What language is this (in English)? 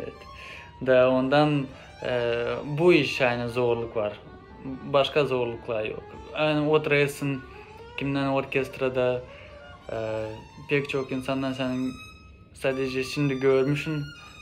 Gagauz